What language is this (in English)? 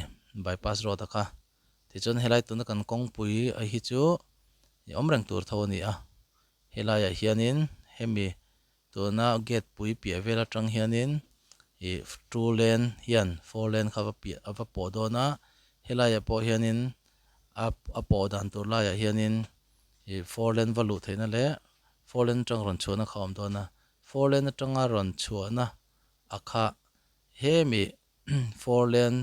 Mizo